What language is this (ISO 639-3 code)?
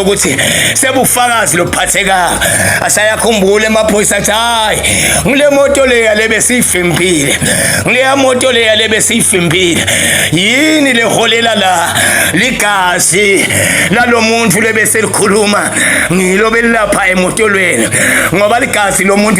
zul